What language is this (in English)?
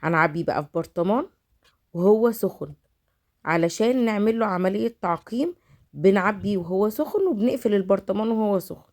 Egyptian Arabic